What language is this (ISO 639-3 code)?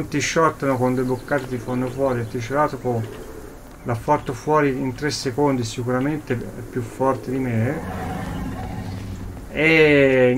ita